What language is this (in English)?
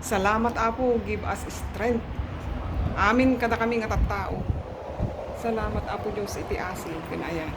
Iloko